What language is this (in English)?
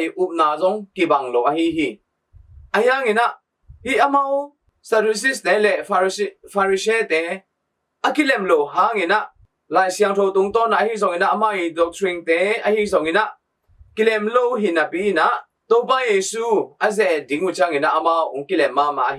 Tedim Chin